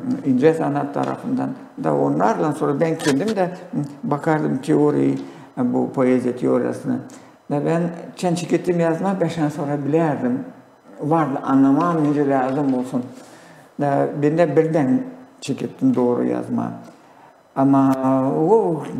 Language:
Gagauz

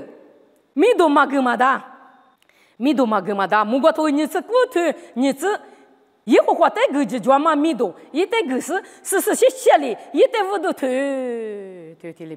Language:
Lisu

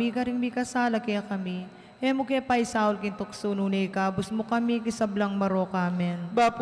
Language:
Pampanga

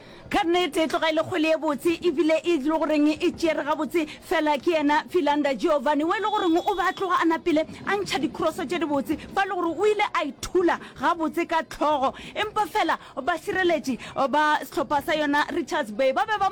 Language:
Northern Sotho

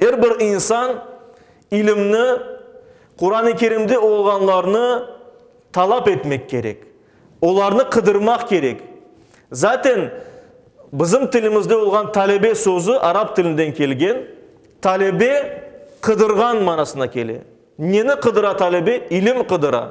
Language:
Crimean Tatar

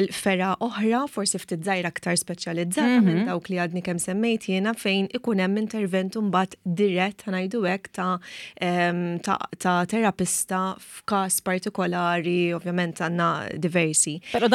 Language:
Maltese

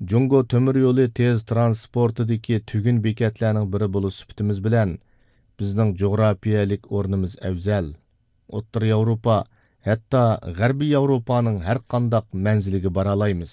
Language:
Uyghur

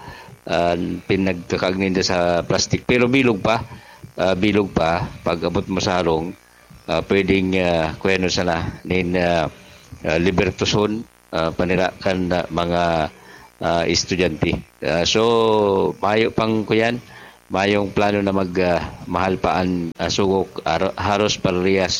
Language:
Bikol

